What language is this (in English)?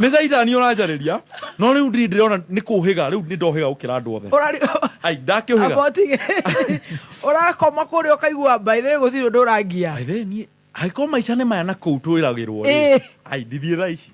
Kikuyu